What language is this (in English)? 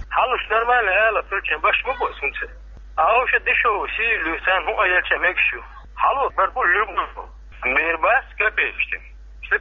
Chechen